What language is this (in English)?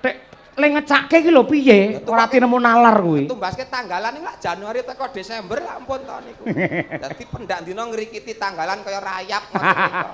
Javanese